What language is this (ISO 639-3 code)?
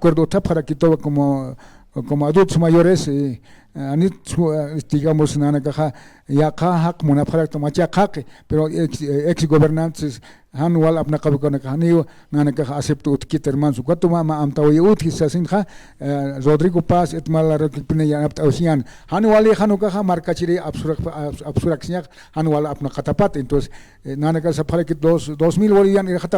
aym